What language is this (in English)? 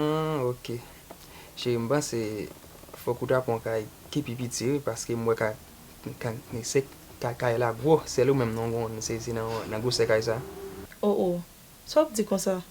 Haitian Creole